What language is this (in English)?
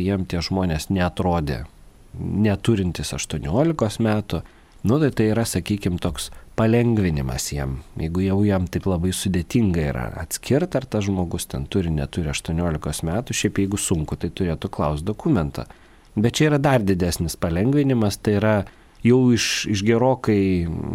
Lithuanian